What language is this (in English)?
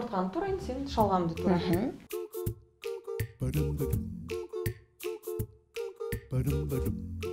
Kazakh